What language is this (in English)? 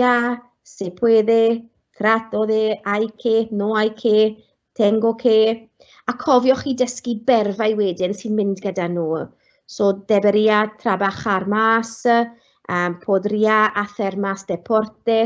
Welsh